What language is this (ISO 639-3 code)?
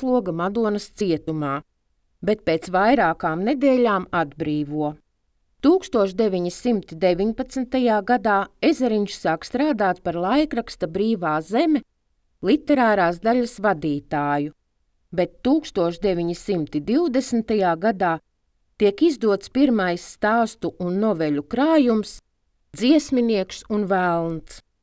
lav